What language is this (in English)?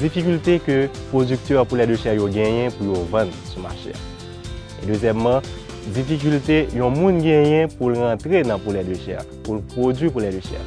Haitian Creole